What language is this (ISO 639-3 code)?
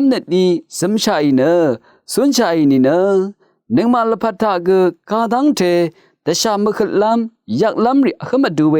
raw